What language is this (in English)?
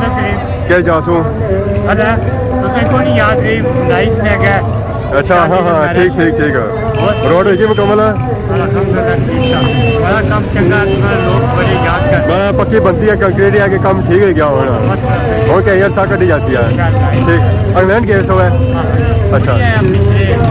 Pahari-Potwari